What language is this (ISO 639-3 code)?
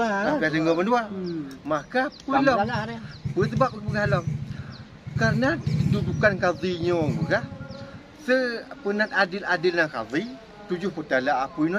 ace